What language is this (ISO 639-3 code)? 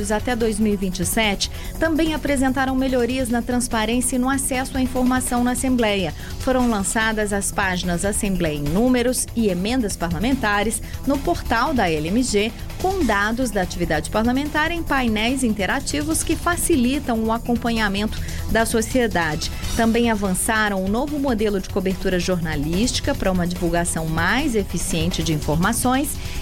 por